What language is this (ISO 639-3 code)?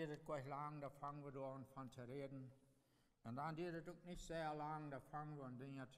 pdt